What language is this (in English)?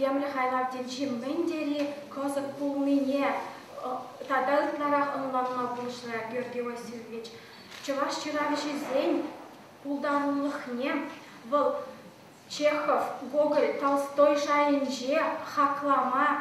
Chuvash